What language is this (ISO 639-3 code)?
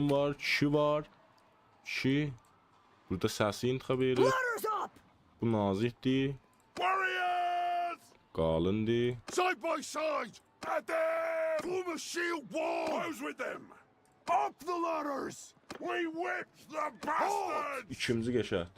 azb